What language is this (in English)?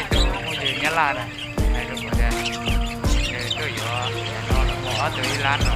Hmong